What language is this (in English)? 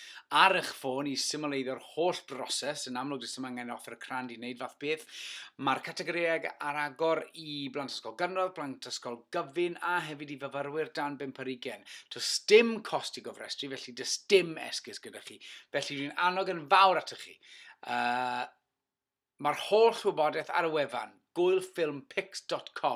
Welsh